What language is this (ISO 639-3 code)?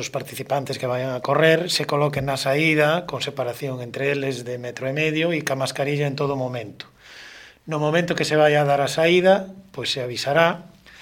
glg